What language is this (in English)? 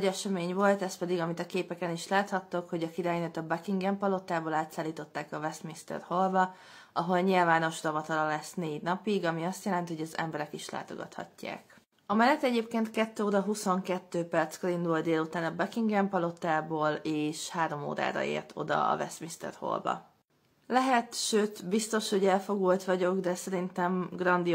Hungarian